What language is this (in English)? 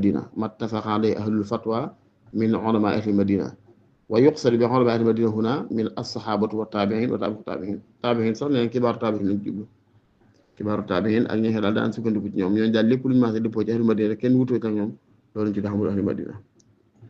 Wolof